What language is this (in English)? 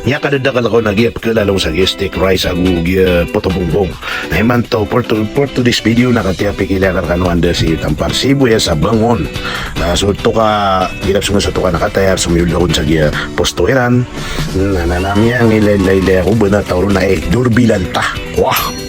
Maranao